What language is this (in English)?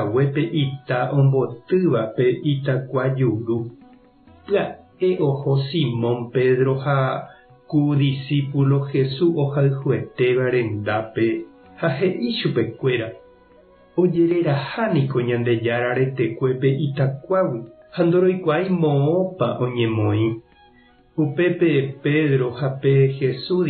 Guarani